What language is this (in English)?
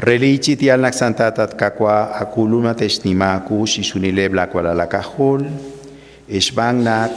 Kekchí